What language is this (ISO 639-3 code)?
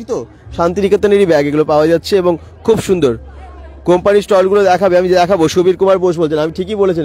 ben